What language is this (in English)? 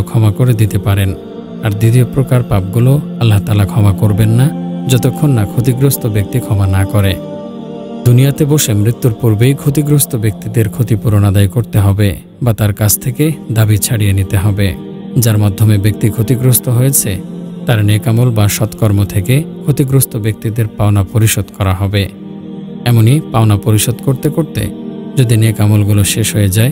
Bangla